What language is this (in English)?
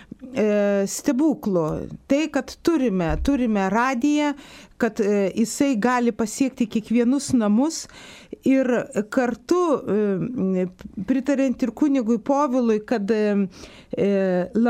Lithuanian